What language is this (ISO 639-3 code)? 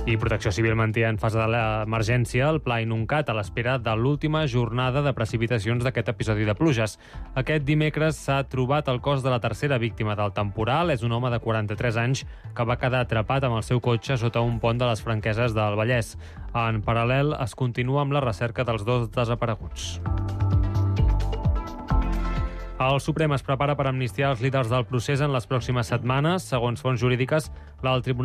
cat